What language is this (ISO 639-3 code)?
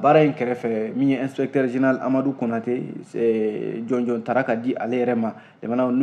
bam